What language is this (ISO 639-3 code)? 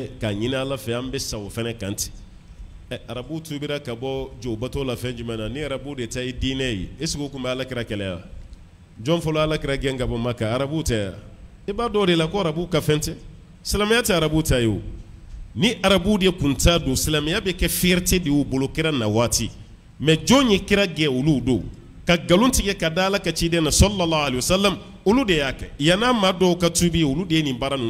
bam